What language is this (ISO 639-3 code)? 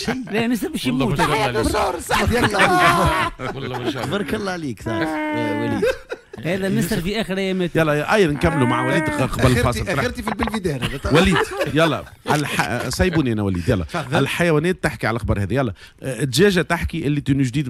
aeb